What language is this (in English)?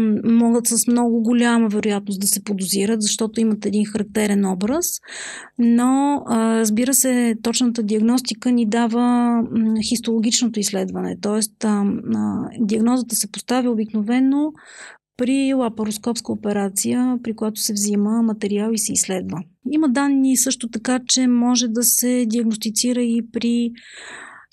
Bulgarian